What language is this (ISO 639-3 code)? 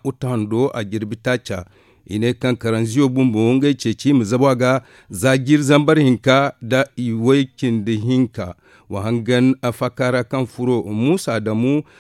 dje